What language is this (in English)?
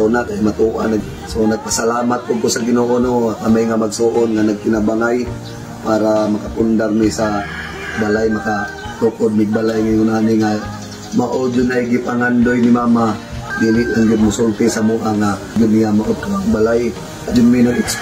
Cebuano